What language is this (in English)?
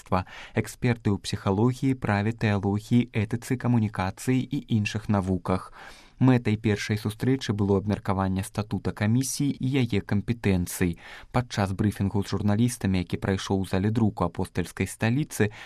Belarusian